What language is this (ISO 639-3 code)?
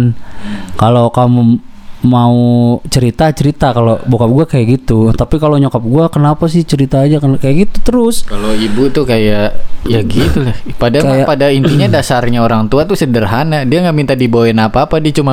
ind